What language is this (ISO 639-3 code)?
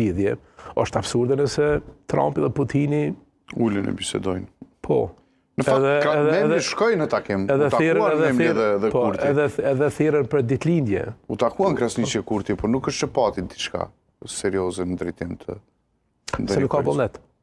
sqi